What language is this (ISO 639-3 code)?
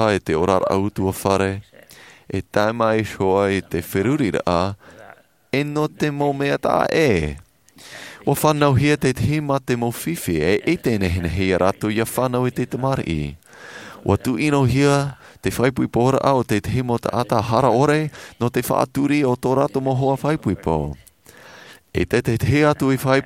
tah